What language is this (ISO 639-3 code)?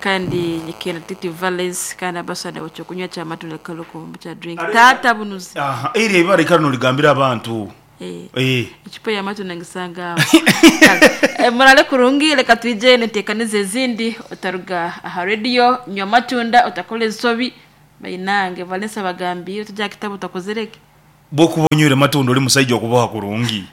nyn